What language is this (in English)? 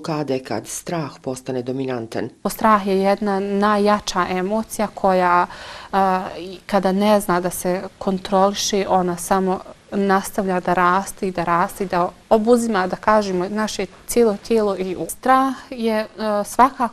Bosnian